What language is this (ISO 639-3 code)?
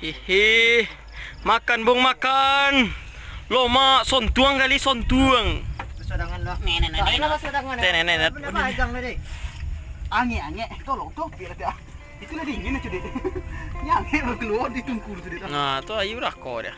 min